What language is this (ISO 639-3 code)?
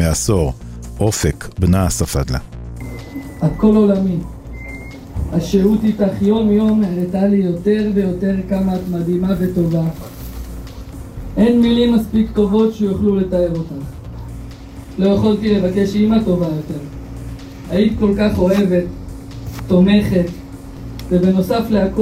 heb